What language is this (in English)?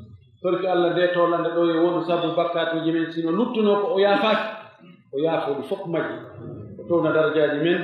Pular